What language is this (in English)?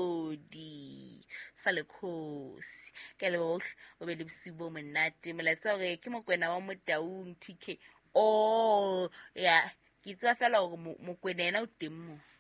Southern Sotho